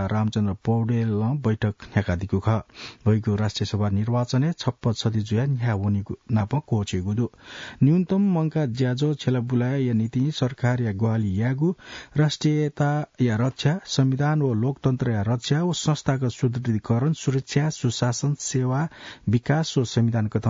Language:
Newari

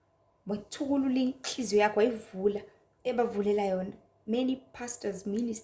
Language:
Zulu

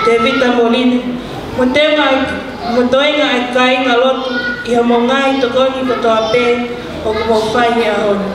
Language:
Tongan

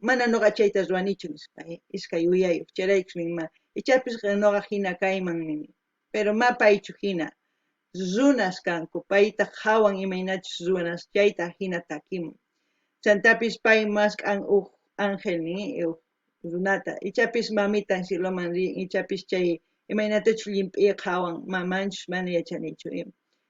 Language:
Quechua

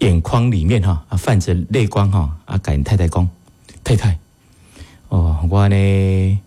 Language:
Min Nan Chinese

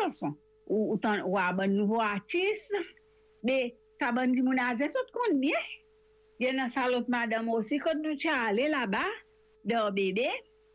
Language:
Morisyen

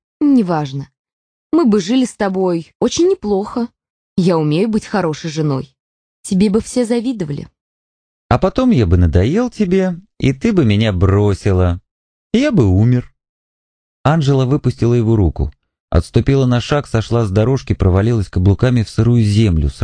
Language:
Russian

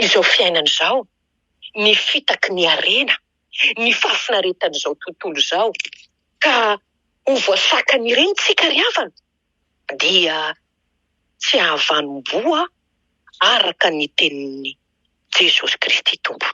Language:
Malagasy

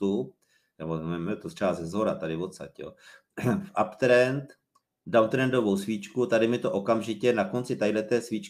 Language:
Czech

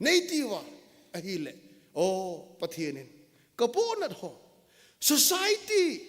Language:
Thado Chin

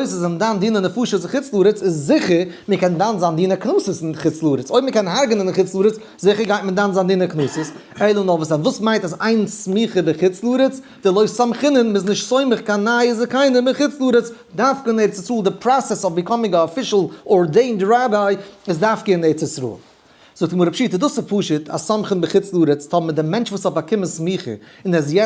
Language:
Yiddish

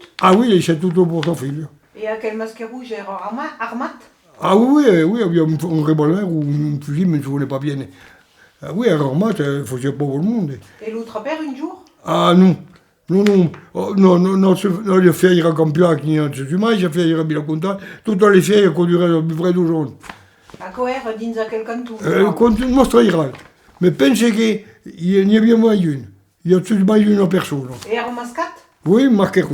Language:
Occitan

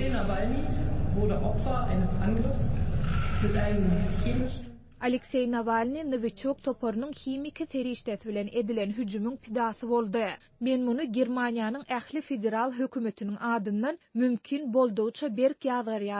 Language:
Turkmen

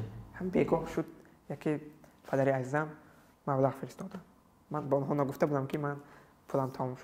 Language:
Tajik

